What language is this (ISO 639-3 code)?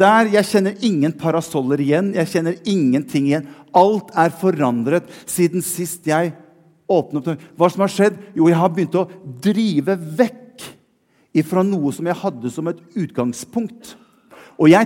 nor